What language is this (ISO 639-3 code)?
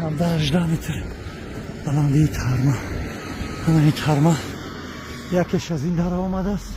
tgk